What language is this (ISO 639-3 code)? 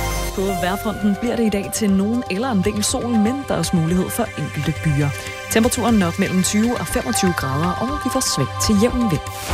dan